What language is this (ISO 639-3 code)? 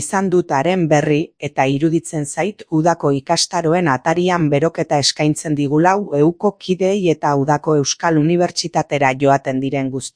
eus